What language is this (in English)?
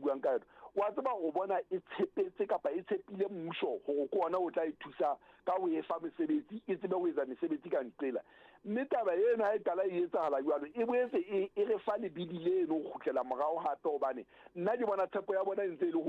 Southern Sotho